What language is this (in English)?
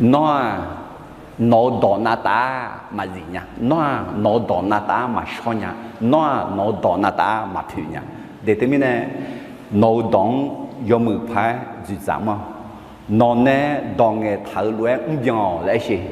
Akha